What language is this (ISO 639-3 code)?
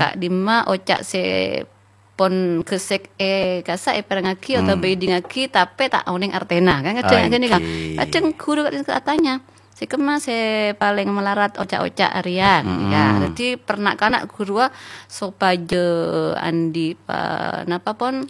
mad